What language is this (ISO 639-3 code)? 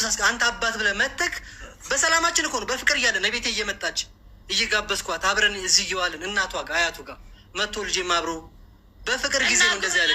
amh